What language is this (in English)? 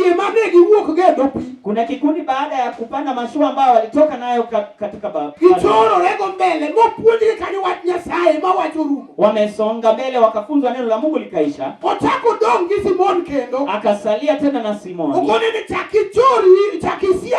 Luo (Kenya and Tanzania)